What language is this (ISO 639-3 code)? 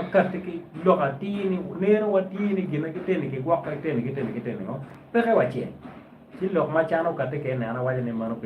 ach